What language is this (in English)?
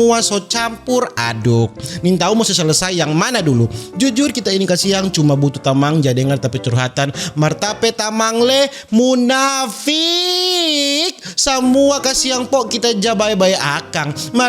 Manado Malay